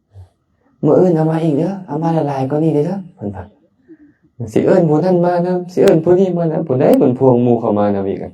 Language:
Lao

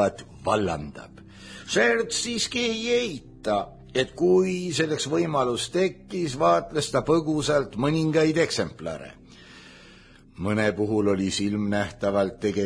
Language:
Estonian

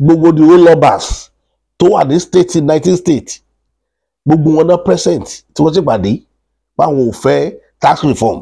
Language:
Yoruba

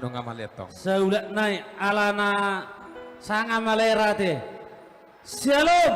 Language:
Batak Toba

